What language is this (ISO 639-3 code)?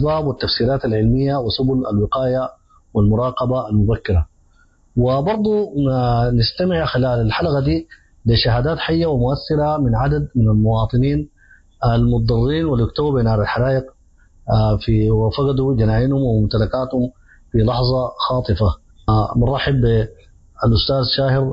apd